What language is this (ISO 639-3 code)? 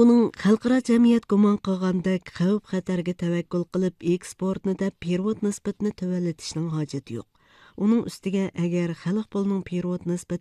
uig